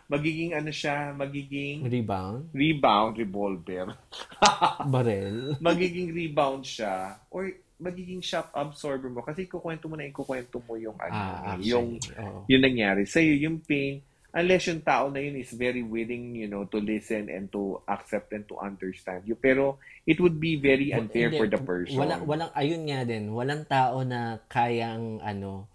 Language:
Filipino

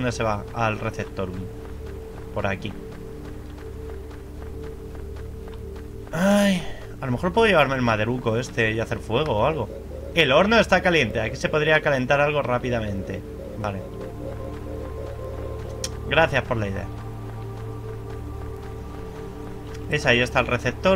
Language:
Spanish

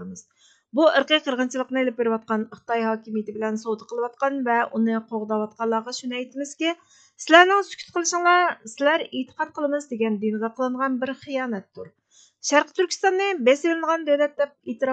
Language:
Uyghur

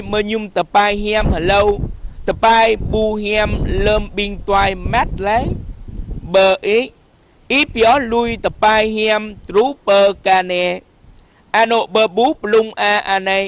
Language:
Jarai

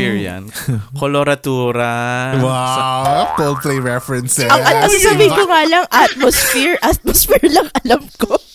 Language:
Filipino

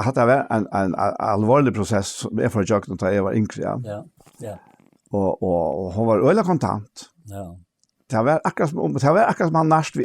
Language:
Faroese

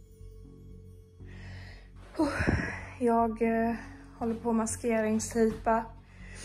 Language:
Swedish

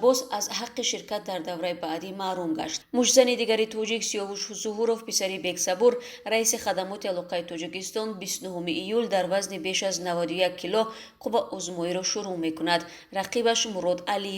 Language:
Tajik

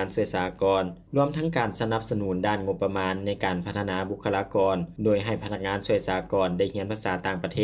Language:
Lao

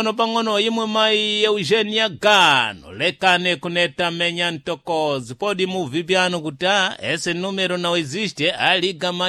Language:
Sena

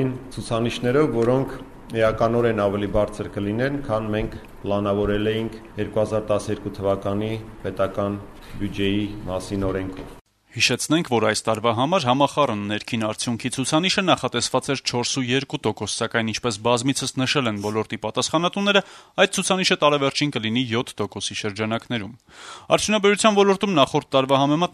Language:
Armenian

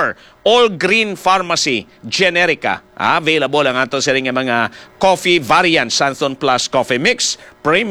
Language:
Hiligaynon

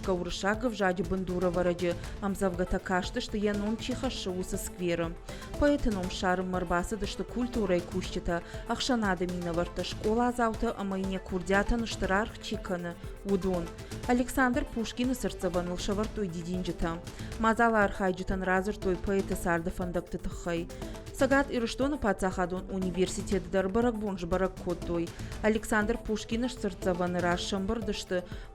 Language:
Ossetic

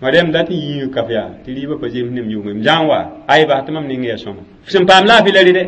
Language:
Mossi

